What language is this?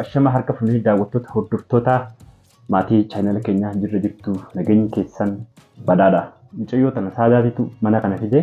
Oromo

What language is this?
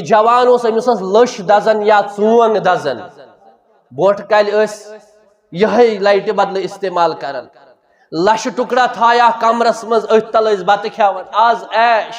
Kashmiri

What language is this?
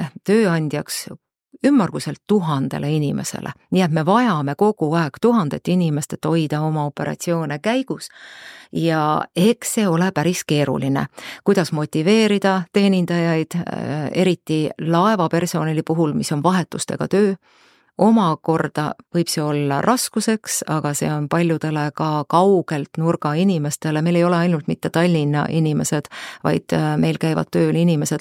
Estonian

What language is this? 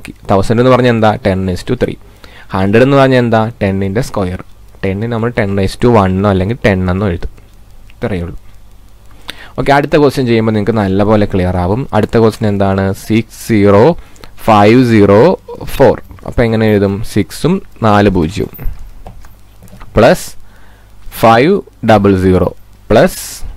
Malayalam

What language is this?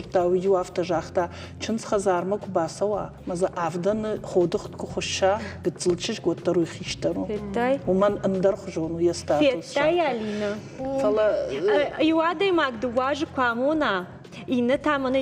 Ossetic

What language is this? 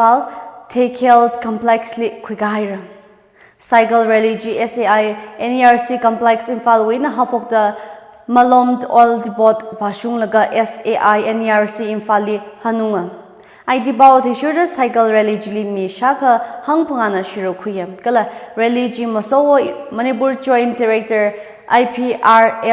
Tangkhul Naga (India)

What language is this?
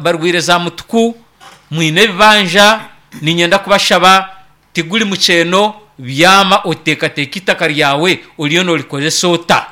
Nyankole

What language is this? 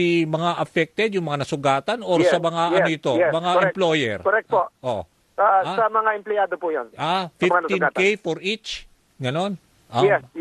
Filipino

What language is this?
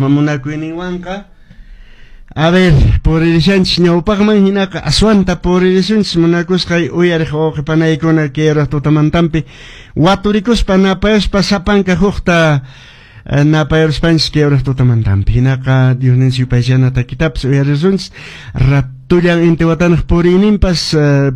Quechua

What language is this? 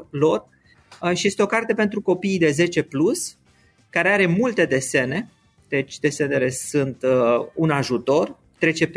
Romanian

